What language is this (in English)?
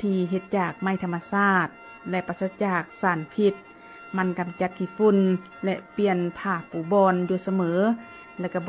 Lao